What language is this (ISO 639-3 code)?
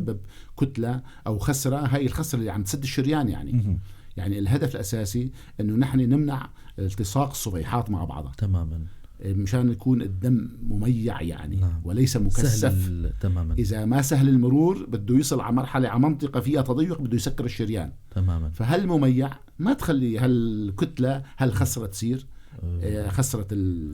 apc